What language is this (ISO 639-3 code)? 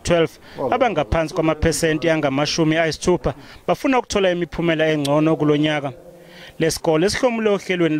zul